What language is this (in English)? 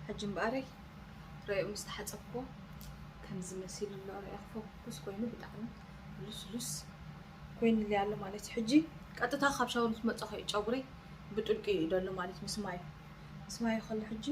Tigrinya